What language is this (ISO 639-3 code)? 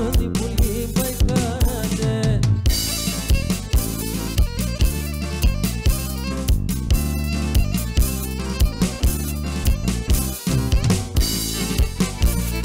ell